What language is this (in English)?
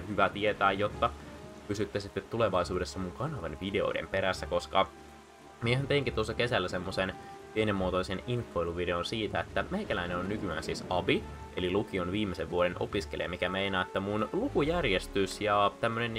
Finnish